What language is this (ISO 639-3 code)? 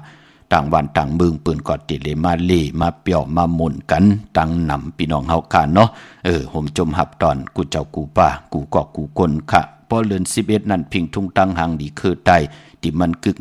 shn